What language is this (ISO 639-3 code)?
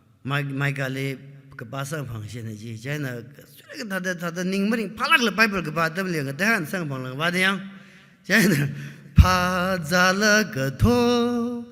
nmf